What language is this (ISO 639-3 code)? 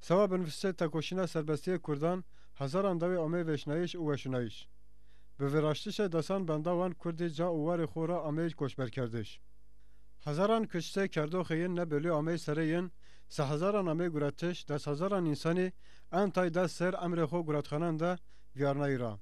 zza